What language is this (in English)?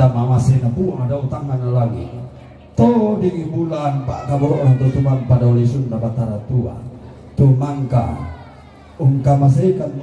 Toraja-Sa'dan